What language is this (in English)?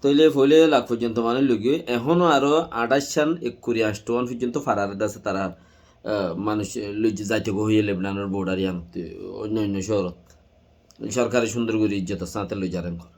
Rohingya